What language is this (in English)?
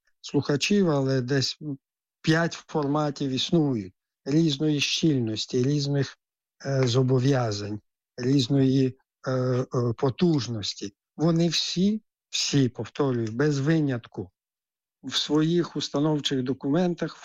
Ukrainian